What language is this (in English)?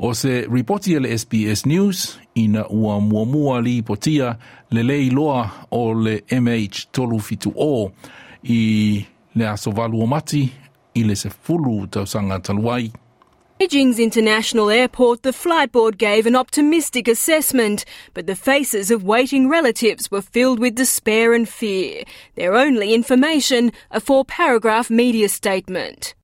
Samoan